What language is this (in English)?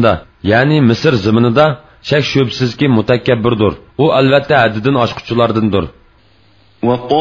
Uyghur